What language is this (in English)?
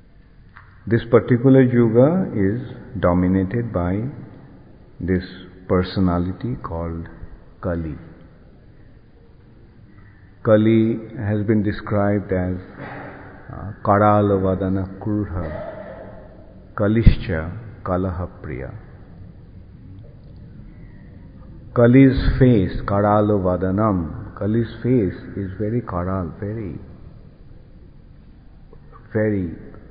English